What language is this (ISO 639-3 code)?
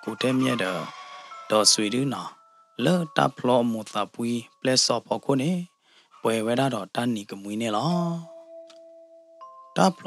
ksw